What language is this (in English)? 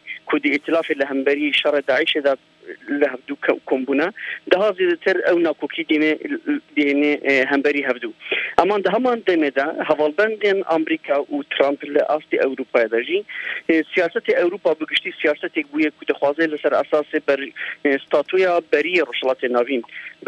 Kurdish